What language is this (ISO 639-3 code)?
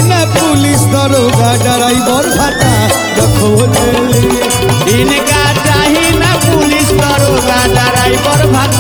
bho